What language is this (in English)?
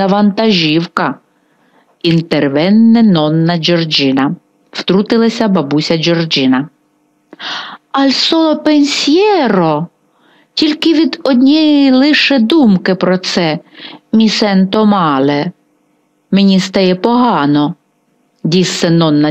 Ukrainian